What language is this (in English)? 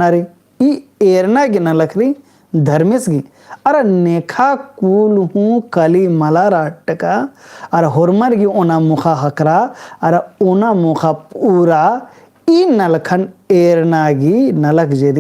Kurukh